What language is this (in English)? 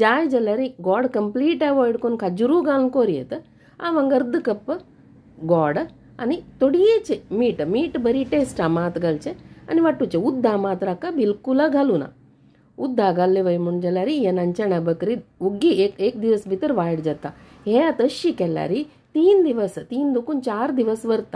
Konkani